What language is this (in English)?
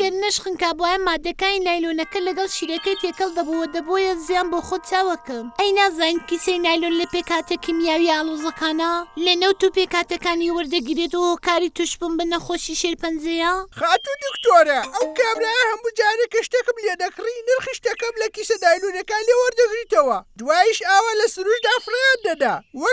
Central Kurdish